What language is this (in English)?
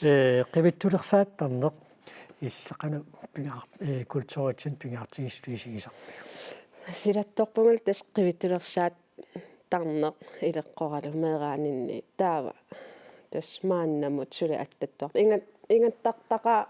Kalaallisut